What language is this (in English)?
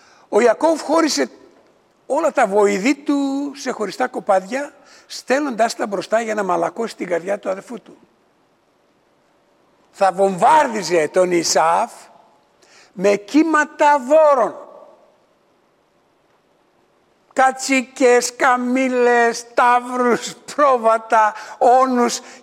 Greek